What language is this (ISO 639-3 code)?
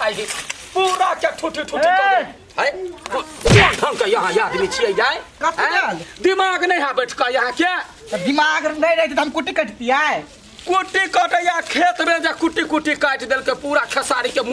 mai